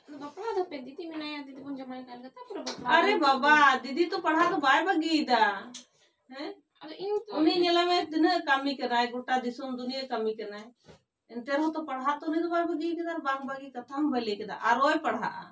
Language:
Santali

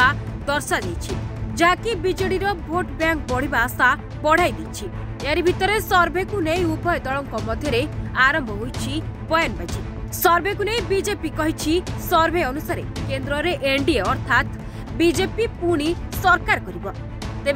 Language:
Odia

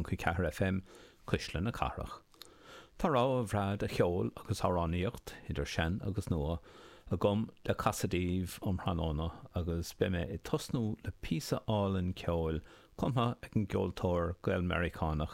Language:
Irish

